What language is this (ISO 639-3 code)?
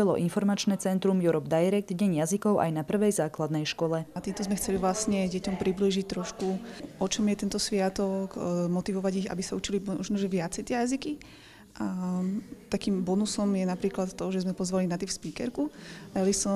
slk